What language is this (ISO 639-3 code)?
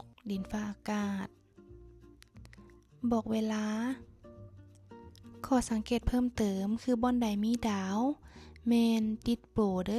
lao